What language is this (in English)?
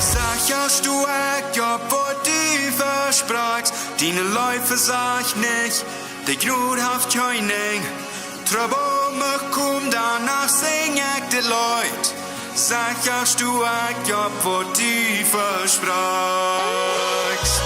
Plautdietsch